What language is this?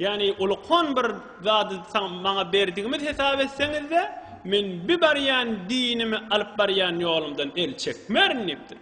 Turkmen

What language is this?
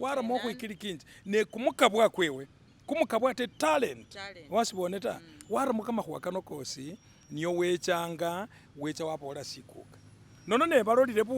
Masaaba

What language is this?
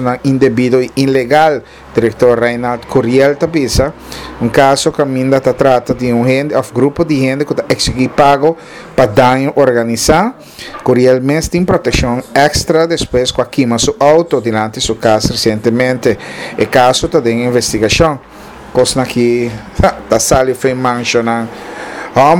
Papiamento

